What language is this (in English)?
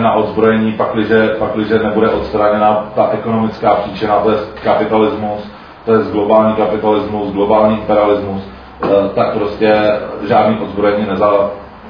Czech